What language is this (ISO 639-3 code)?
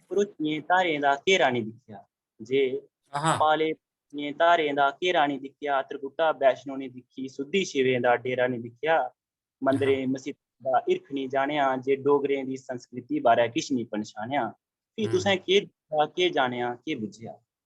doi